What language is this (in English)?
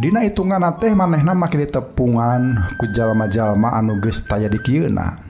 Sundanese